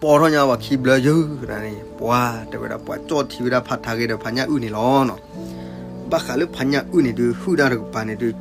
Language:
S'gaw Karen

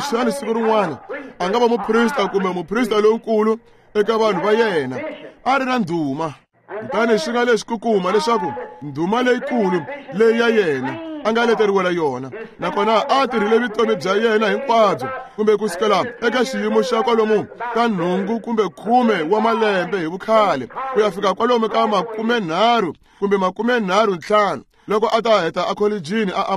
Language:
Tsonga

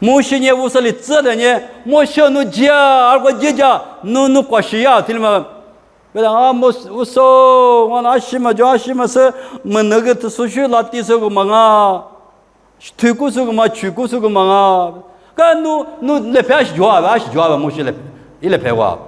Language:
Lisu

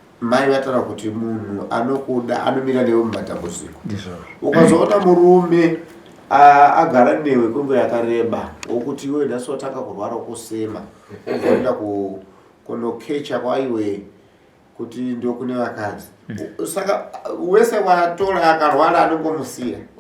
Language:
Shona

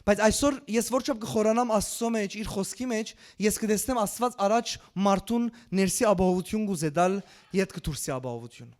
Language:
Western Armenian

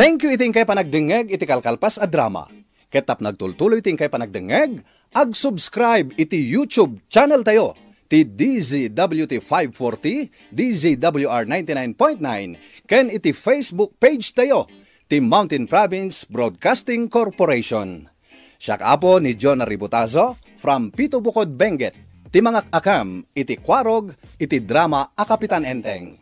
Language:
Iloko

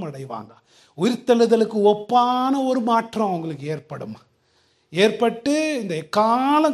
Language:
Tamil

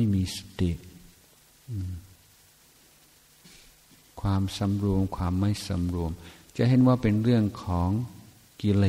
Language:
Thai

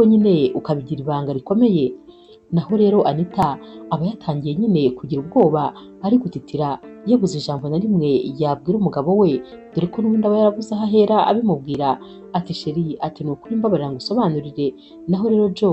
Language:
Kinyarwanda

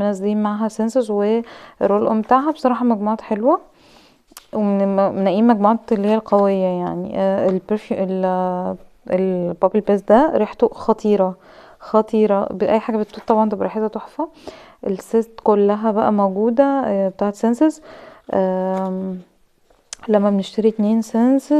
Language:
Egyptian Arabic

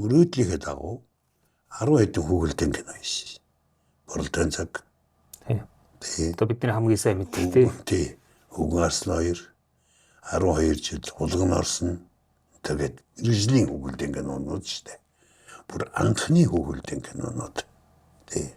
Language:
Mongolian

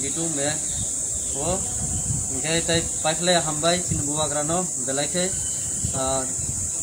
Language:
Kok Borok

